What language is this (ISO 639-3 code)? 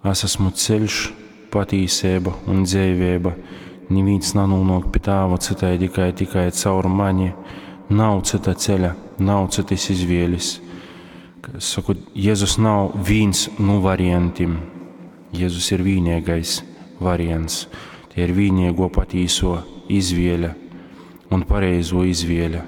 ltg